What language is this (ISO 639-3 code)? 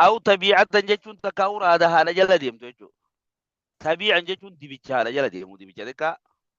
orm